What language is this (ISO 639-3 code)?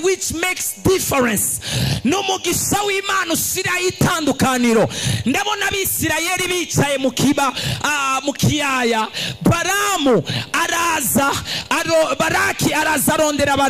run